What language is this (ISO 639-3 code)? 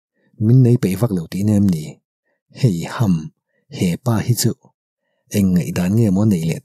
lus